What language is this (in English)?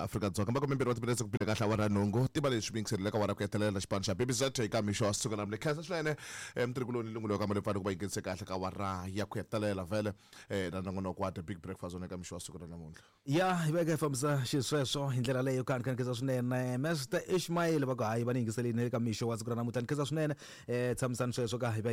Tsonga